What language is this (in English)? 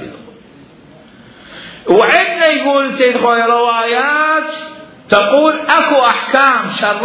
Mesopotamian Arabic